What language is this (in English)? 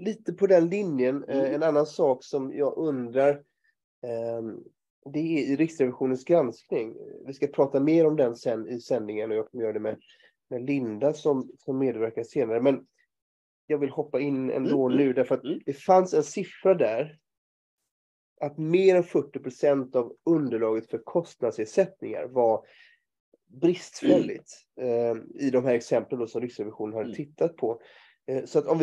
Swedish